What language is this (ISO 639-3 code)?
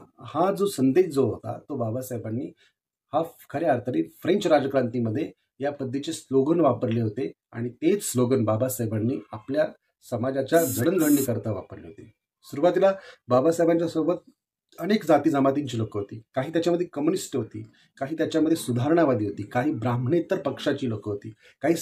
mar